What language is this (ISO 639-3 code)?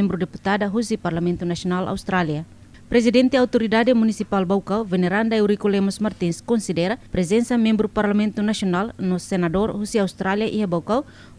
tet